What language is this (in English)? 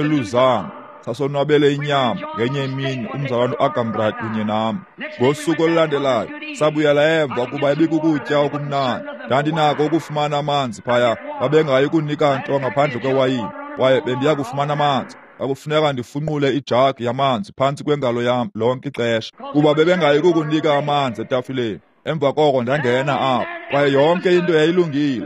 Xhosa